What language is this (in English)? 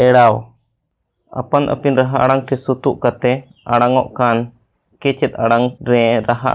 Santali